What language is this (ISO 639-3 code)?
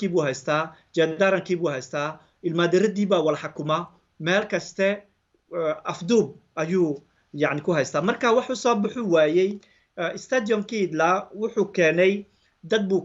som